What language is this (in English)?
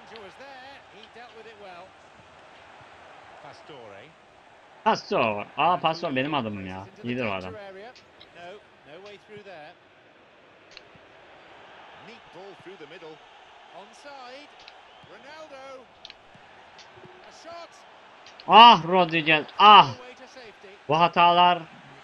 Turkish